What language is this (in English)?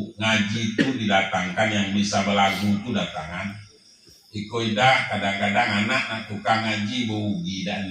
Minangkabau